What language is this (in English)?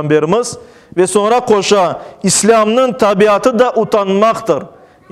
Crimean Tatar